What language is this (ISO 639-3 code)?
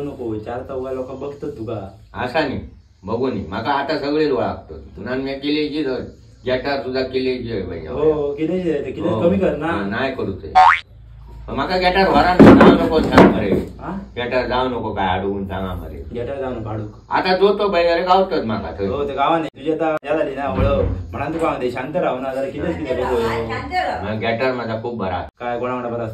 kok